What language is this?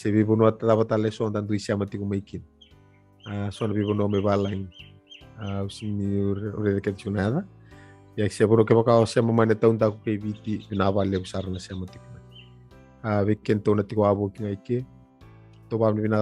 Fijian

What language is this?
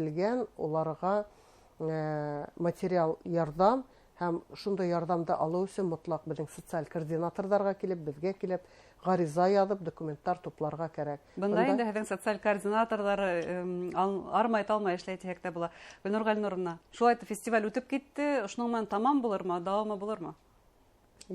Bashkir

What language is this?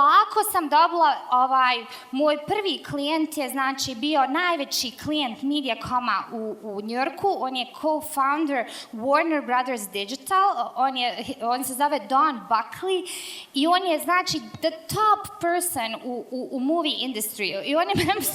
Bosnian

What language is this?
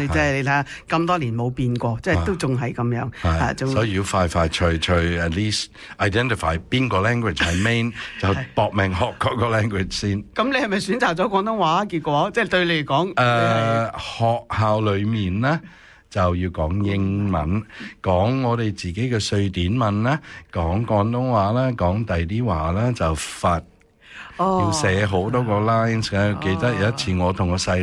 Cantonese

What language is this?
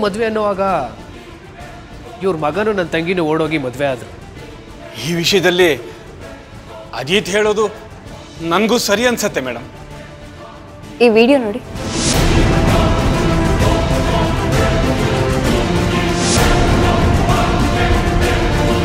Kannada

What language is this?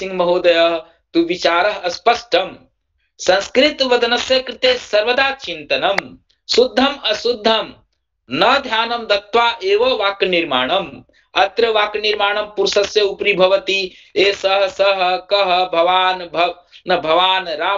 Sanskrit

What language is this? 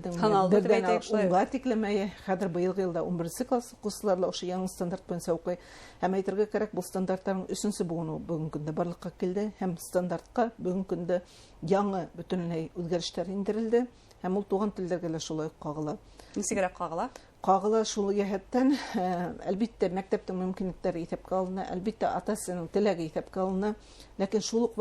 Bashkir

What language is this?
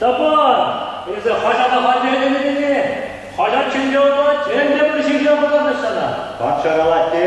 Chuvash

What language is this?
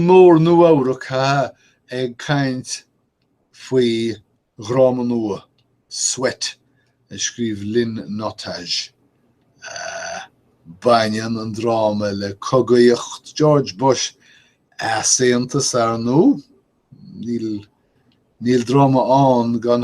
Irish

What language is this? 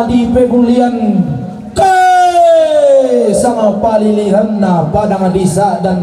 Toraja-Sa'dan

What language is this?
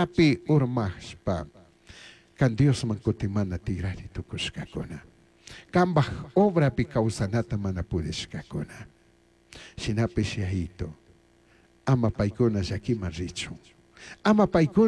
Chimborazo Highland Quichua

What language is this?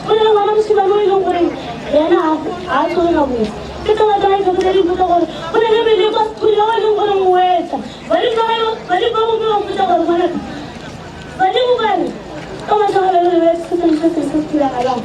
Northern Sotho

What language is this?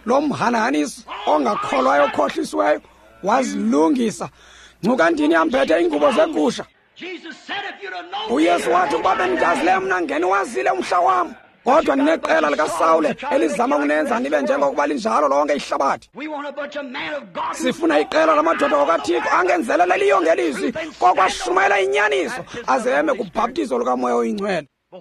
Xhosa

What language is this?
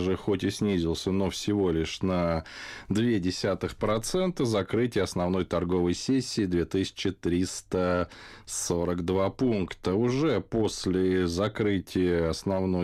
Russian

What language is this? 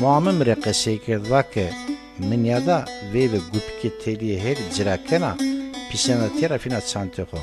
Zaza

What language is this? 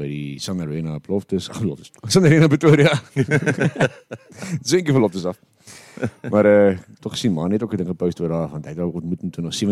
Afrikaans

